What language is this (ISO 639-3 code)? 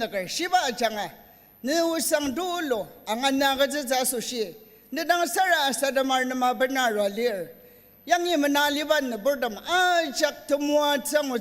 njo